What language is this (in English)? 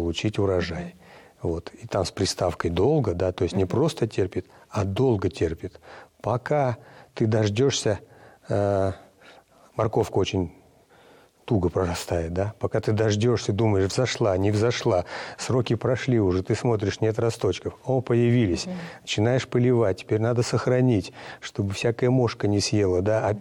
Russian